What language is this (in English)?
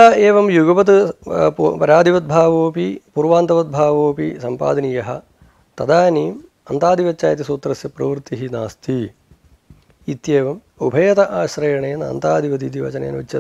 Sanskrit